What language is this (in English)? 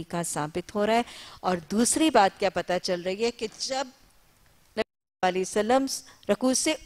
Urdu